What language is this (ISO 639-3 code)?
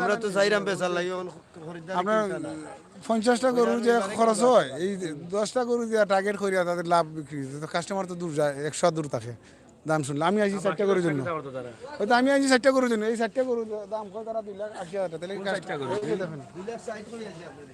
syl